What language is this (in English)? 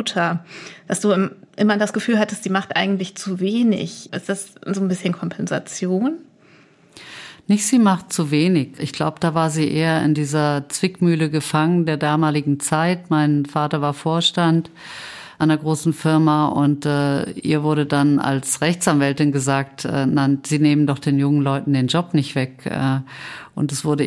German